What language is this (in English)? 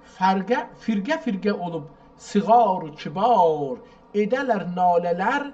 South Azerbaijani